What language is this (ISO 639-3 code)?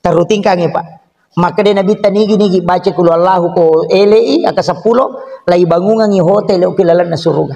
bug